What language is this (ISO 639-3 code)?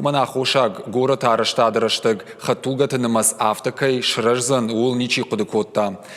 oss